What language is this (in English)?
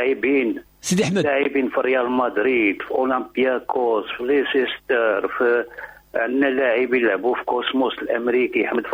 Moroccan Arabic